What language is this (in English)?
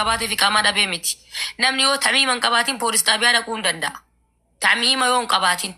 Oromo